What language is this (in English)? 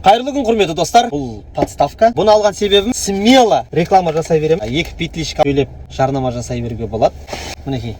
Kazakh